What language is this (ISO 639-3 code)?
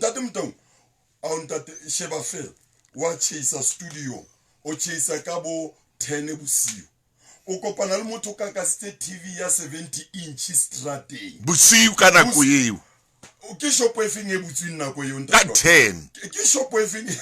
sot